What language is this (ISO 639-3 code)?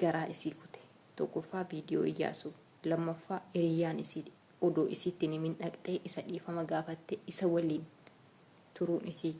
orm